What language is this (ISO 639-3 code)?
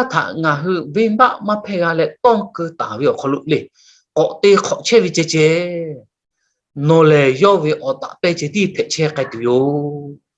lhu